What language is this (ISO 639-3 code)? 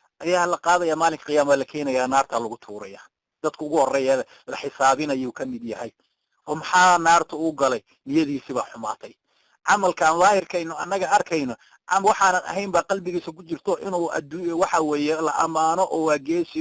som